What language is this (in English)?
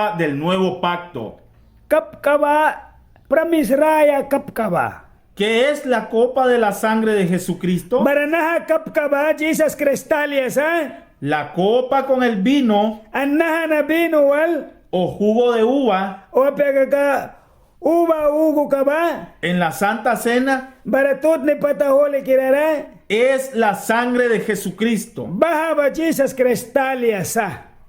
Mískito